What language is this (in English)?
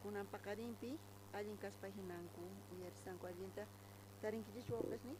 South Bolivian Quechua